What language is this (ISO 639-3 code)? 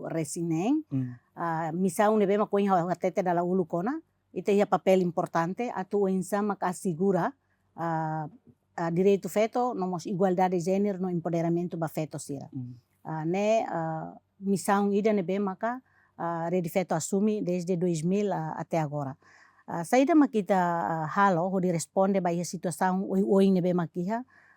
tet